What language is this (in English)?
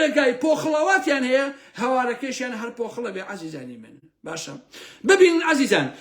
Central Kurdish